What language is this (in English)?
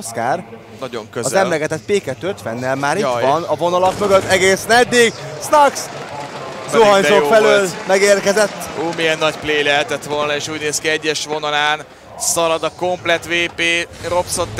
Hungarian